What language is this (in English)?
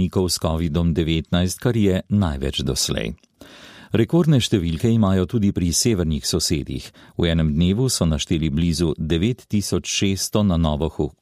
Slovenian